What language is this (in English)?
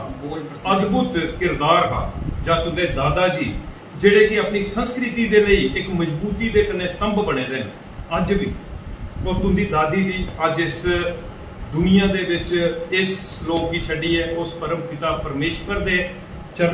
Dogri